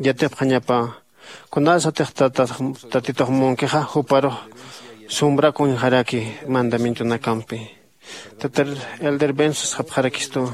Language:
Aymara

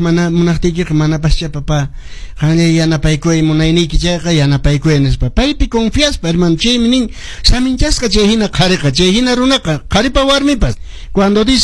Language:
Quechua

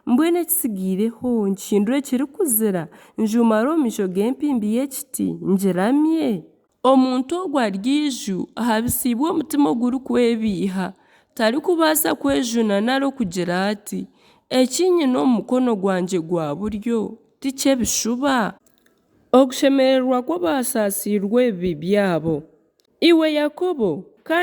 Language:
Nyankole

